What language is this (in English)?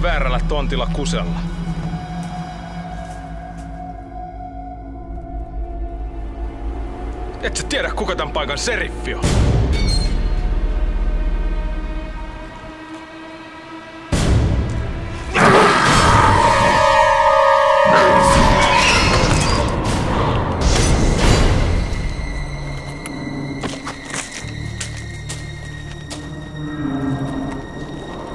Finnish